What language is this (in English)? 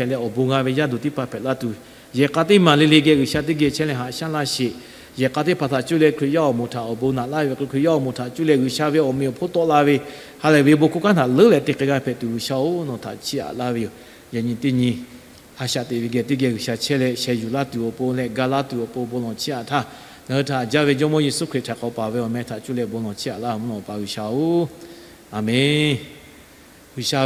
Lahu